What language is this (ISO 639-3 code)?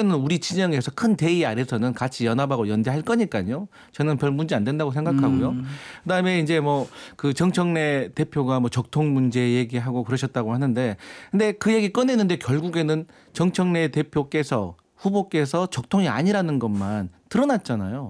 kor